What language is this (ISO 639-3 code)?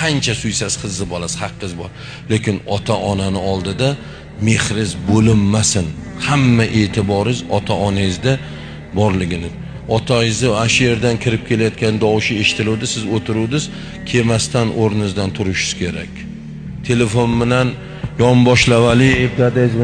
uzb